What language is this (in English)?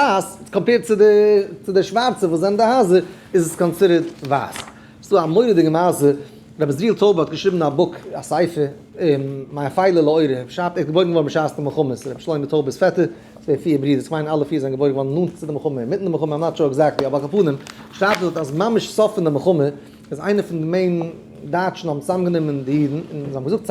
Yiddish